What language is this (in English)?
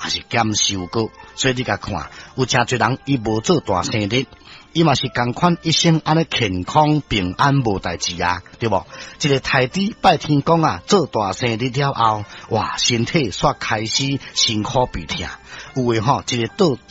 Min Nan Chinese